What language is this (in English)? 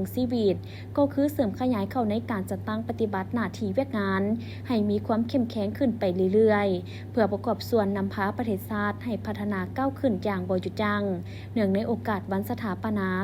Lao